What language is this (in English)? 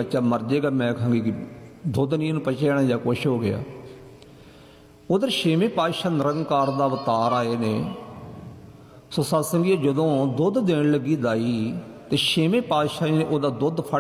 Punjabi